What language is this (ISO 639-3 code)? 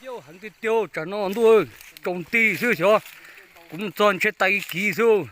hmn